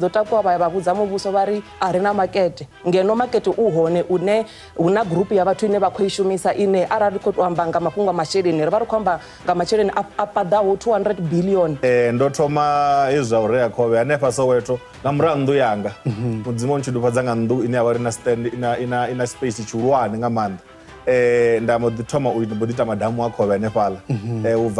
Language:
Venda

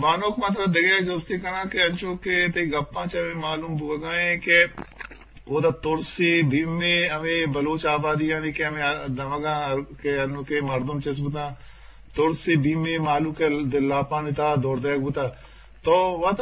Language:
Eastern Balochi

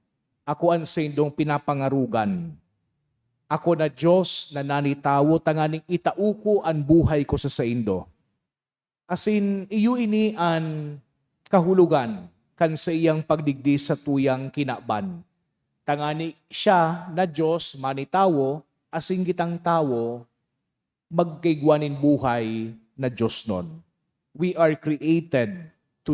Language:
Bikol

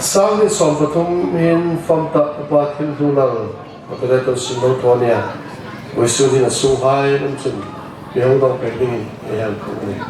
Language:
Hmar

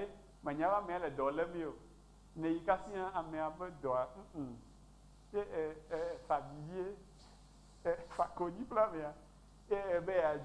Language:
Ewe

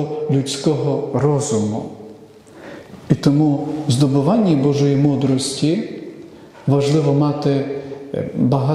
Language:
Ukrainian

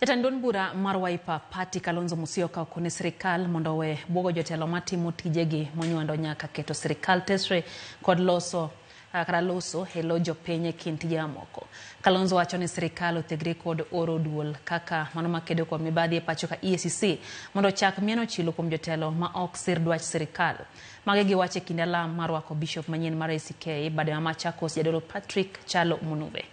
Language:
Luo (Kenya and Tanzania)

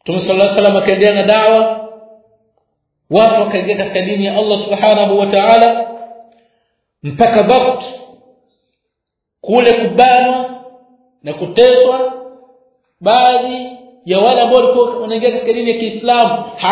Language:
Swahili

